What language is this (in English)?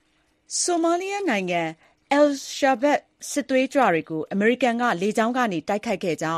Burmese